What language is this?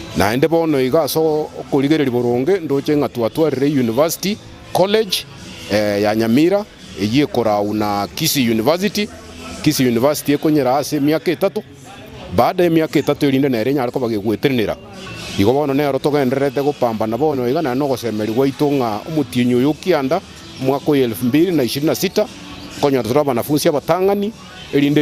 Gusii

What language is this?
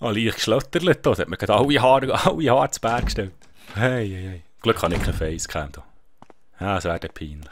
Swiss German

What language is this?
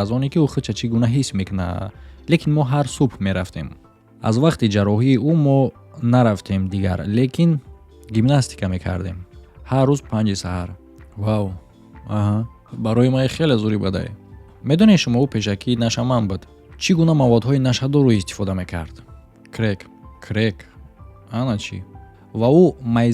Tajik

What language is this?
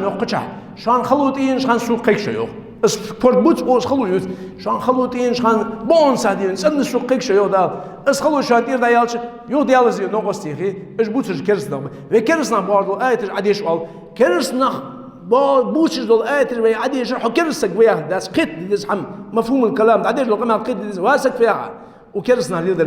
Ingush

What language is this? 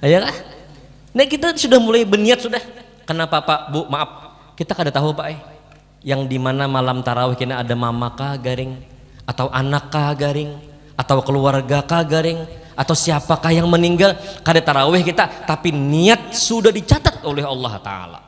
Banjar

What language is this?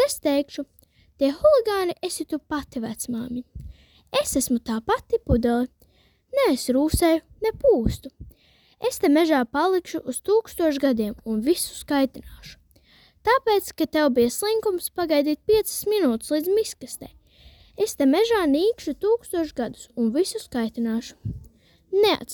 Latvian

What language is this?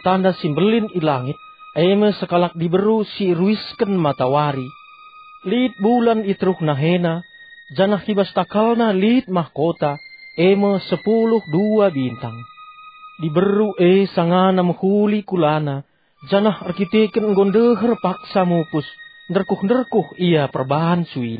Batak Karo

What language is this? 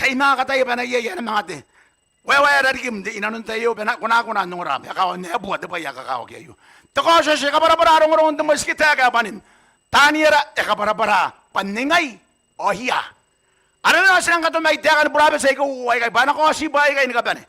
Gilbertese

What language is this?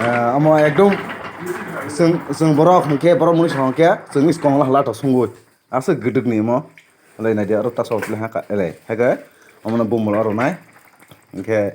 Kok Borok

